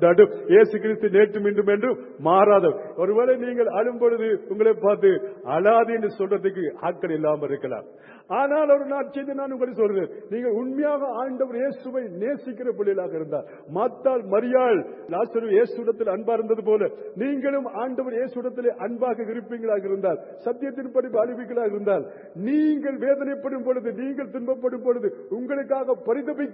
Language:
Tamil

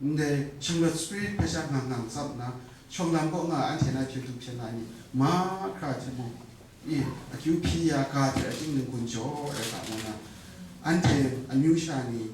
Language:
Kachin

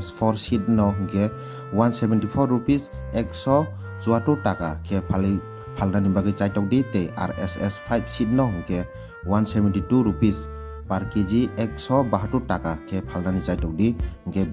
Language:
Kok Borok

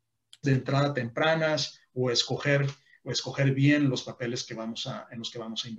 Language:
Spanish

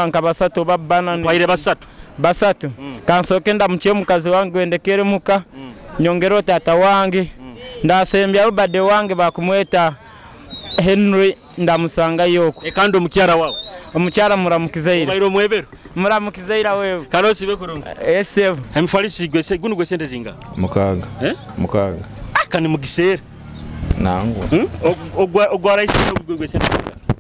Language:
Nyoro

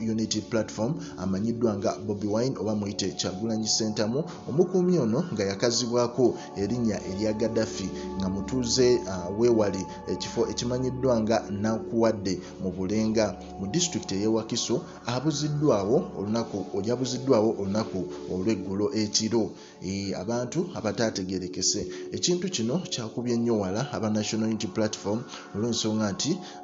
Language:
Ganda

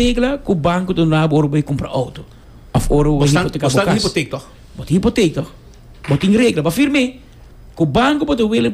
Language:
Papiamento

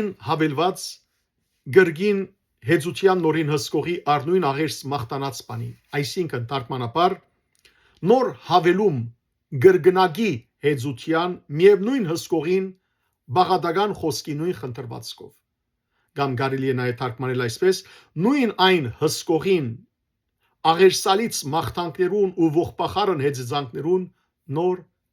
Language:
Western Armenian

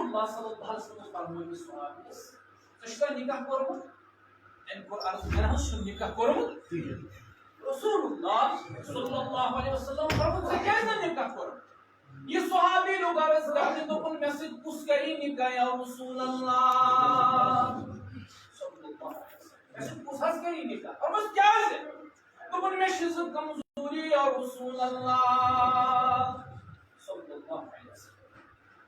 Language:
Kashmiri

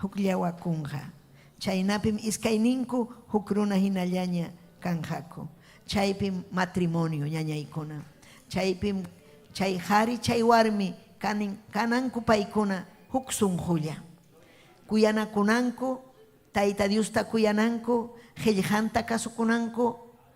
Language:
Ayacucho Quechua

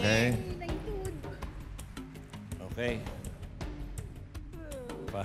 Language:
Filipino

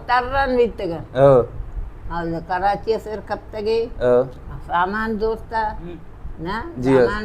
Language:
Baluchi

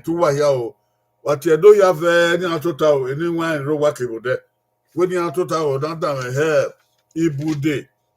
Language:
Bini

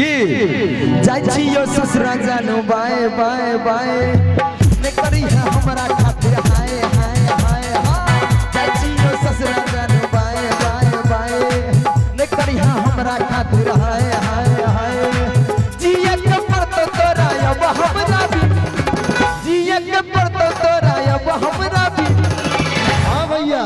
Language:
Maithili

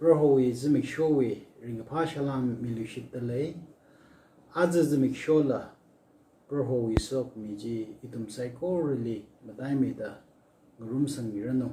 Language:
Tangkhul Naga (India)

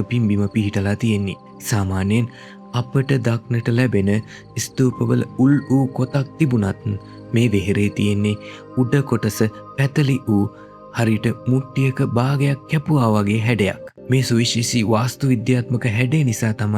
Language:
Sinhala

